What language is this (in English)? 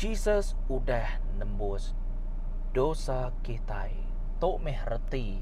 Iban